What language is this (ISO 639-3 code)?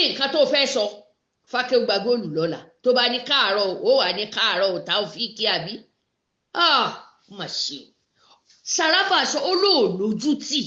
yor